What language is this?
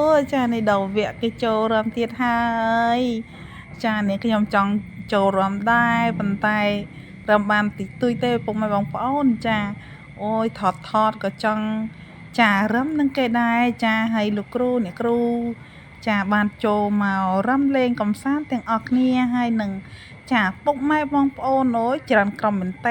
Khmer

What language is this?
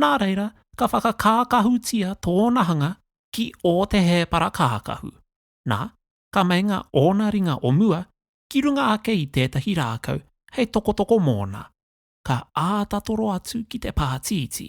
Māori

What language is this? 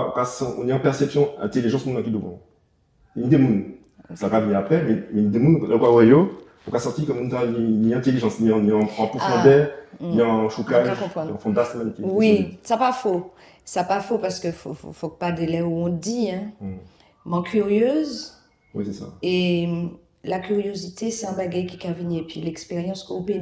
Guadeloupean Creole French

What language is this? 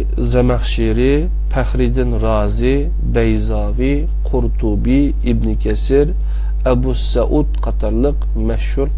Uyghur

